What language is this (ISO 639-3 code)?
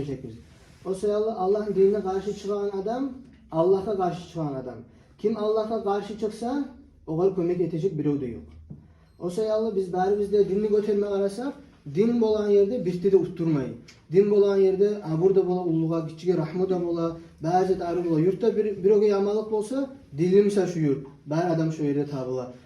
kum